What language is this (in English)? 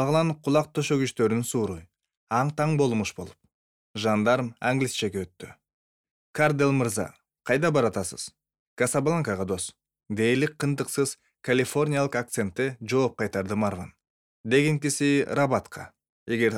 Kyrgyz